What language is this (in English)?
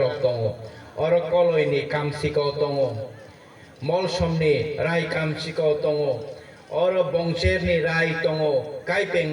Kok Borok